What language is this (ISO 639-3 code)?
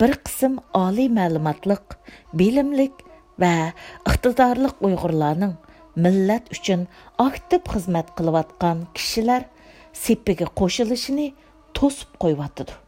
uig